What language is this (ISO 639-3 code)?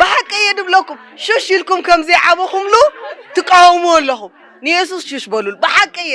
tir